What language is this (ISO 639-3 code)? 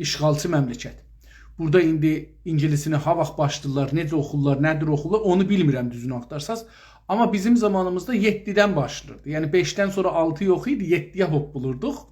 azb